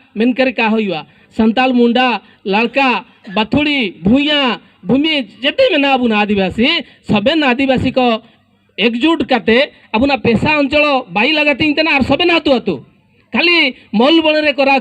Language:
Santali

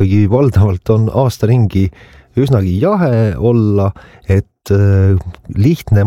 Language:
Estonian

